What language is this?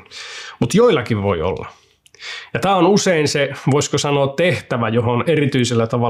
Finnish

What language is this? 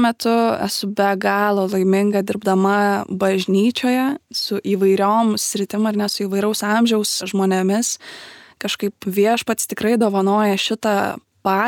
Lithuanian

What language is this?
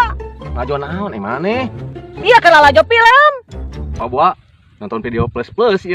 Sundanese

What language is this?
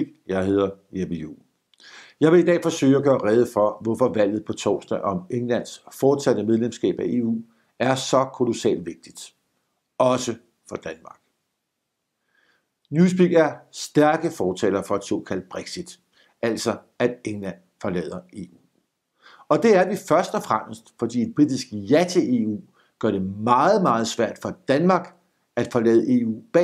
Danish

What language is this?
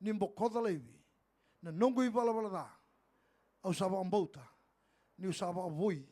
Fijian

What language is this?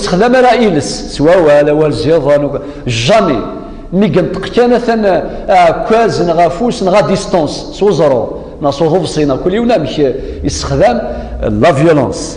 Kabyle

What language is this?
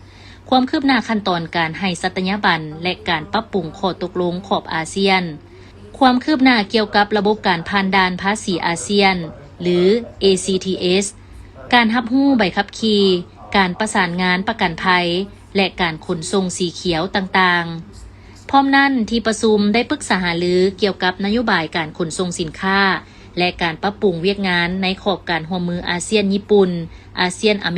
Lao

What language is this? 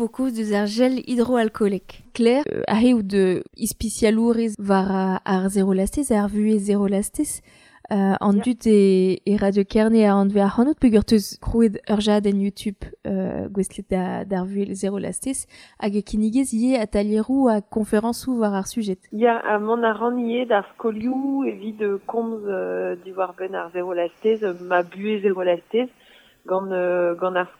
Breton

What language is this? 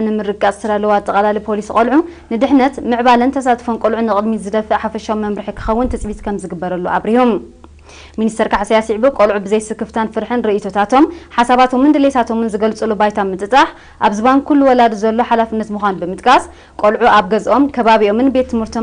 Tigrinya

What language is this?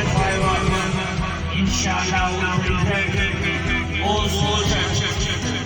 Brahui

